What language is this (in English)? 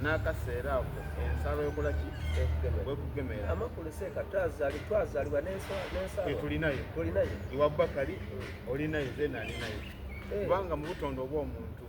Soga